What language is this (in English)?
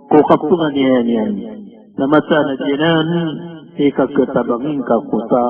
Maranao